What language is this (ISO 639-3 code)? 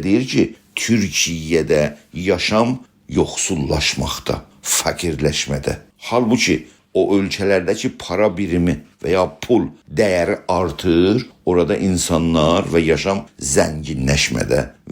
azb